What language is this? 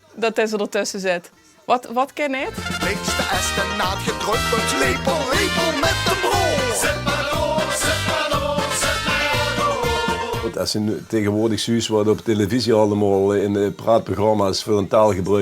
Limburgish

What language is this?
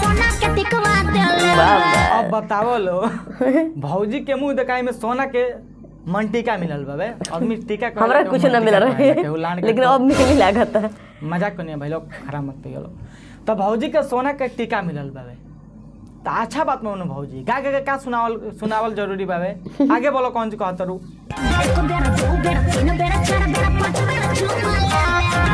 Bhojpuri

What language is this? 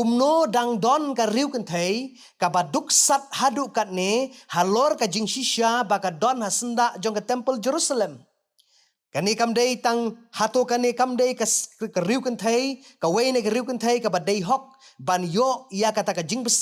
Khasi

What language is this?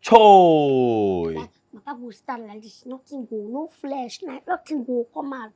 Nigerian Pidgin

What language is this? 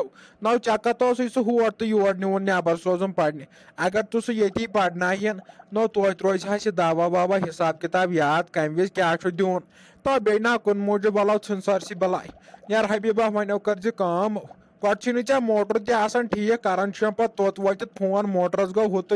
Kashmiri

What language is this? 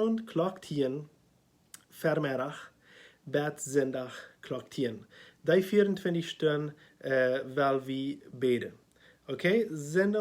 Plautdietsch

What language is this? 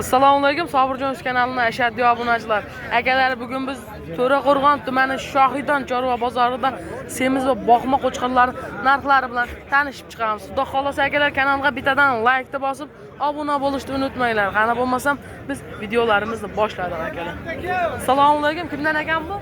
Uzbek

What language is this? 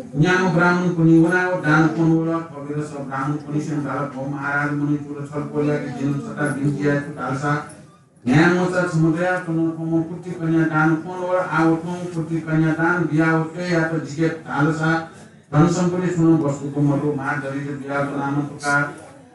Newari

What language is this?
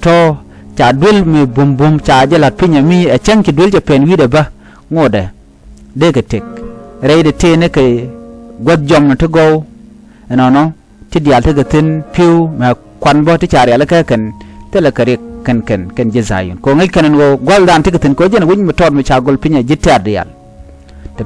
Nuer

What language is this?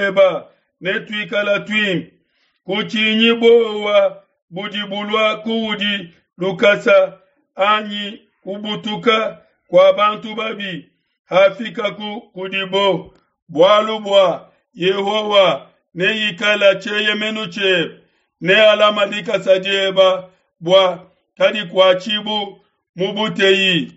Luba-Lulua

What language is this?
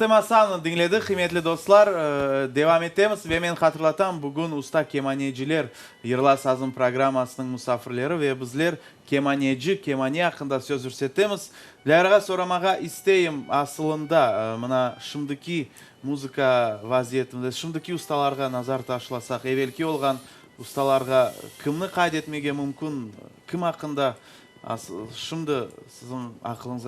Crimean Tatar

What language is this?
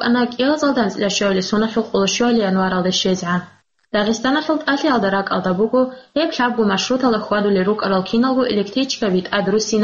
Avaric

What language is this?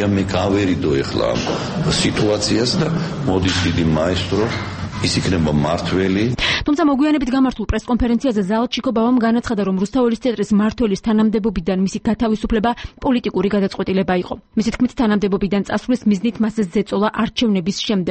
Georgian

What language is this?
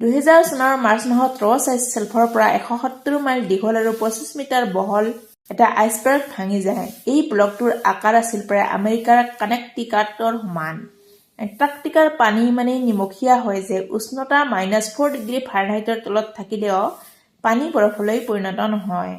Assamese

